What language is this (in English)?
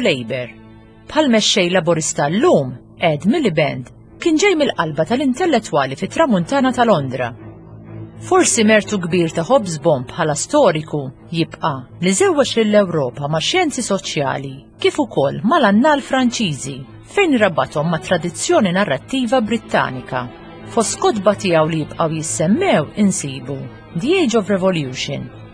Maltese